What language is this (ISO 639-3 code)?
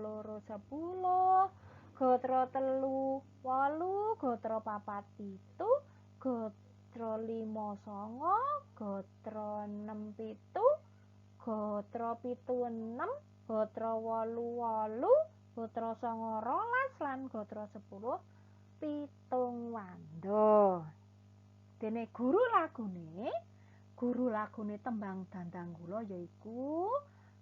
jav